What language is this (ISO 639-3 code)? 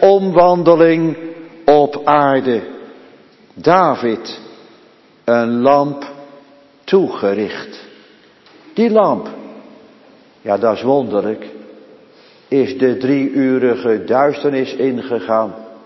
nld